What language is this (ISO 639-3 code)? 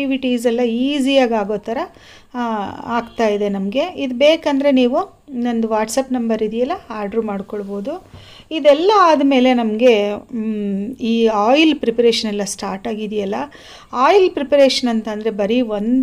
kan